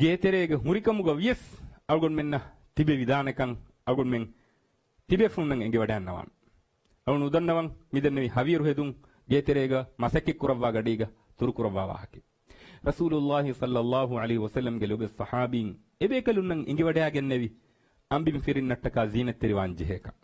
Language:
Divehi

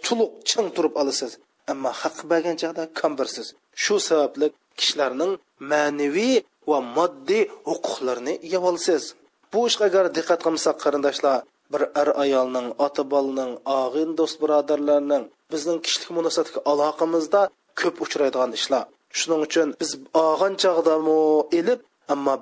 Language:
Uyghur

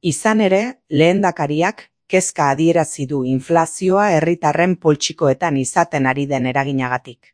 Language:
Basque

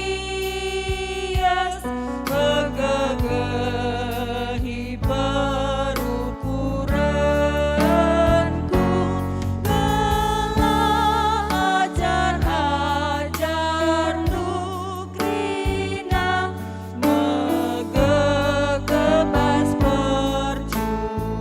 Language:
Batak Karo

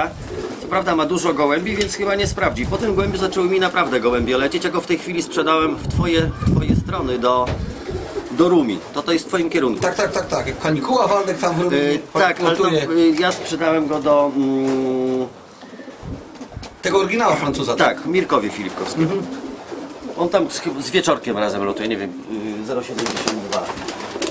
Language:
Polish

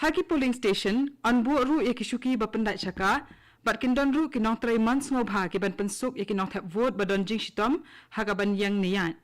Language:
Khasi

